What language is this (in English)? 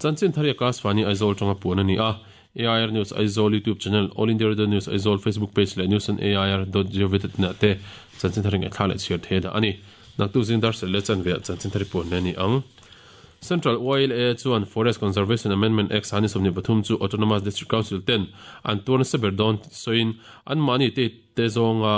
Mizo